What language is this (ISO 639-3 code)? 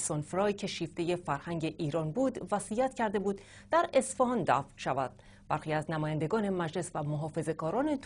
fas